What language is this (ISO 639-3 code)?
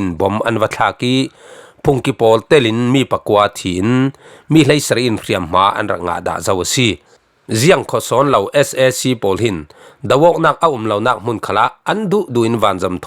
cfm